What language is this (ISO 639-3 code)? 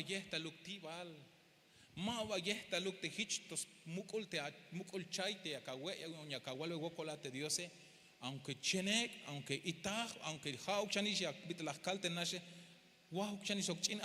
tzh